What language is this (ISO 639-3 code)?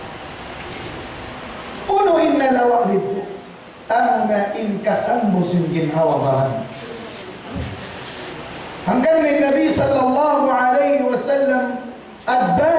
tsg